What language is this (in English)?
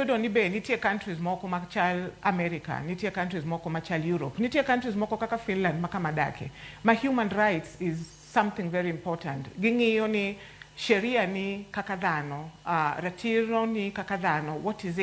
Luo (Kenya and Tanzania)